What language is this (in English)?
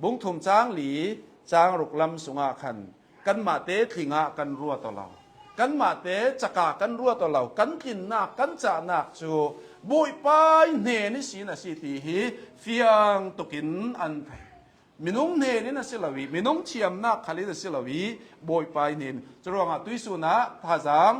Hakha Chin